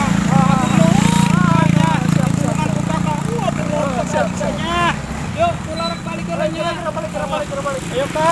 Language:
Sundanese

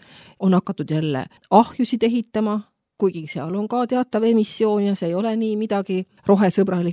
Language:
Estonian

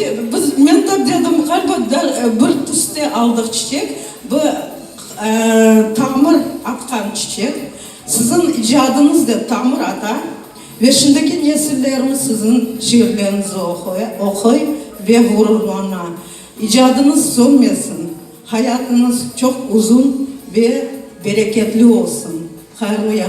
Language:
Crimean Tatar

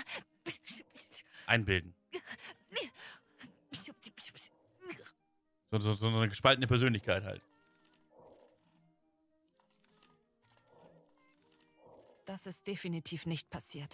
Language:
German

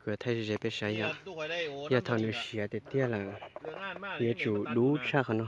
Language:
Hmong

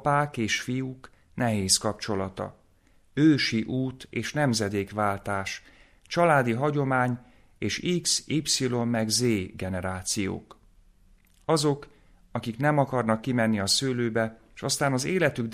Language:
Hungarian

